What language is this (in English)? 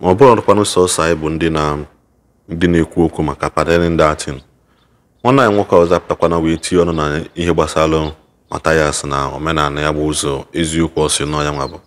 Igbo